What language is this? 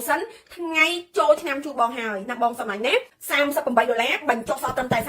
Khmer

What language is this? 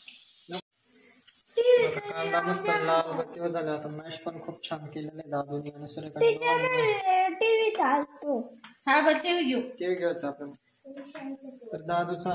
Marathi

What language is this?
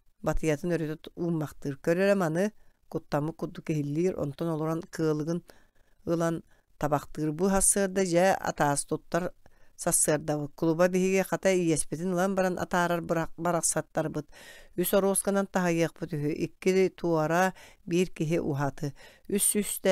Yakut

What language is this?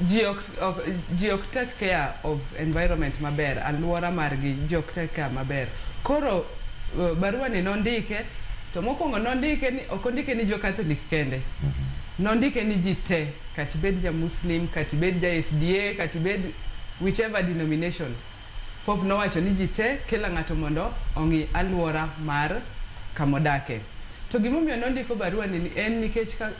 Luo (Kenya and Tanzania)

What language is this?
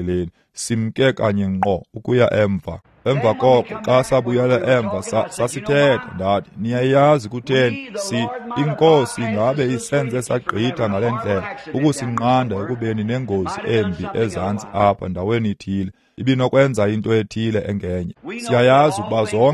Xhosa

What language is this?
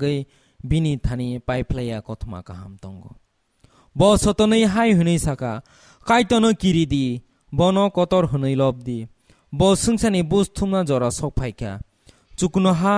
Kok Borok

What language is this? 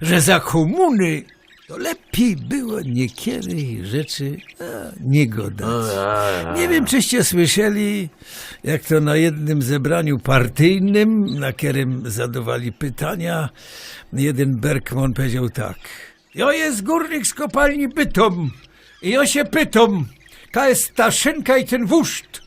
Silesian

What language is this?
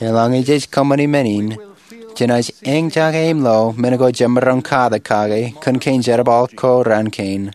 Marshallese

